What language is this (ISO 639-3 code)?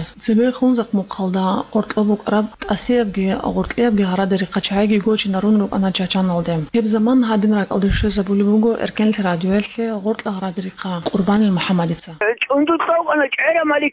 ava